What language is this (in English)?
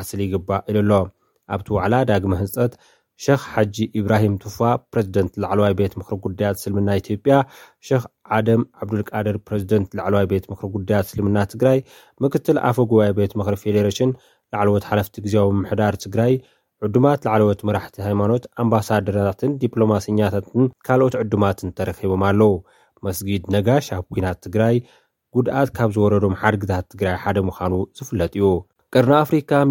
Tigrinya